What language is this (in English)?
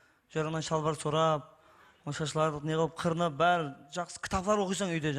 Kara-Kalpak